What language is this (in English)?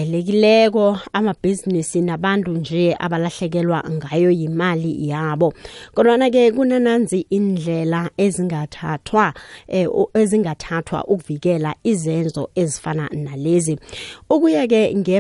South Ndebele